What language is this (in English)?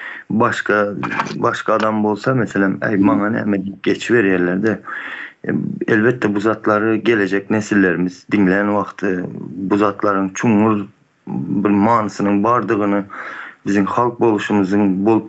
Turkmen